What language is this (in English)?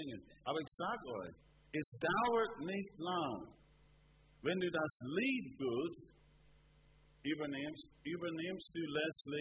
German